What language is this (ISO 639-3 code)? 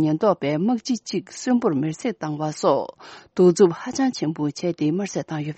bod